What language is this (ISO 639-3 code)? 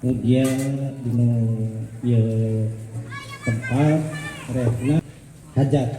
sun